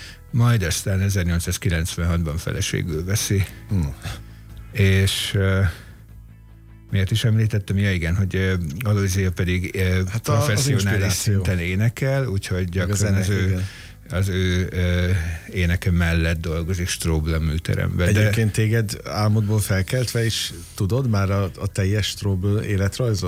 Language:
Hungarian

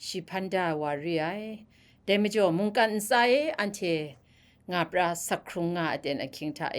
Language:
Kachin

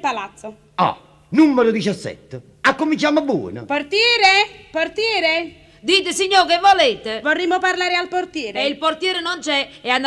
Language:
Neapolitan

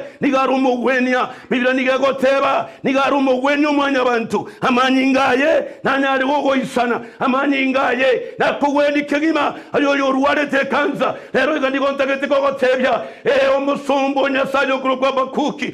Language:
Gusii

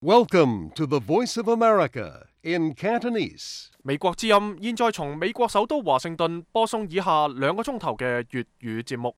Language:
Cantonese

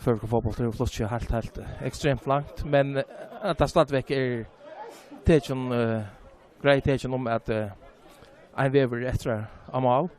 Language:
Faroese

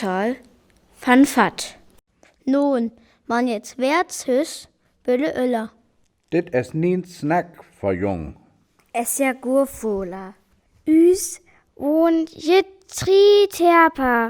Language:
Northern Frisian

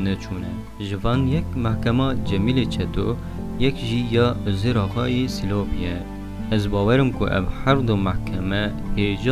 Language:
Kurdish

